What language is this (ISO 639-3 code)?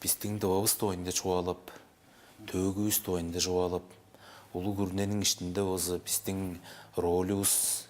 tyv